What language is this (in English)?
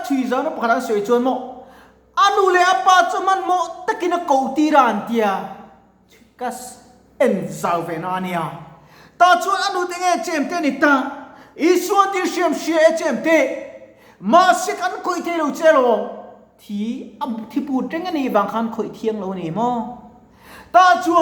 Mizo